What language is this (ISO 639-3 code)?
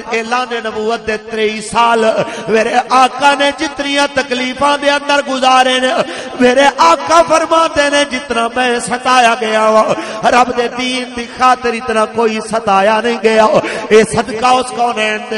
lah